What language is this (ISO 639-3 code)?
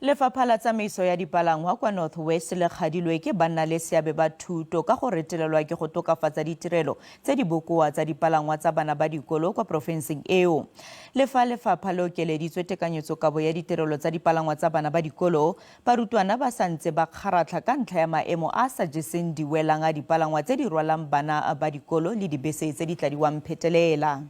tsn